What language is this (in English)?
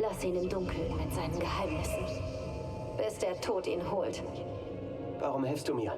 Bavarian